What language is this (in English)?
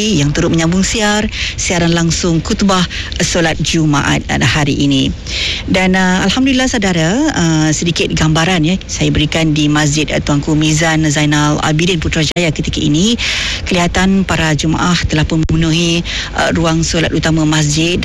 Malay